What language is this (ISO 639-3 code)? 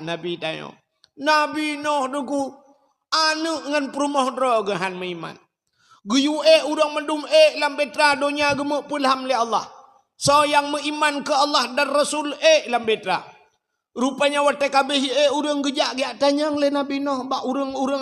ace